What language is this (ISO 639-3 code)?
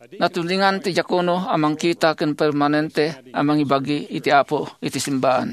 ilo